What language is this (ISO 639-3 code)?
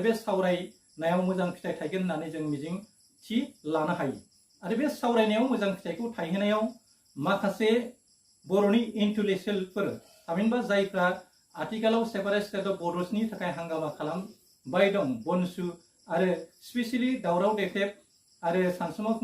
brx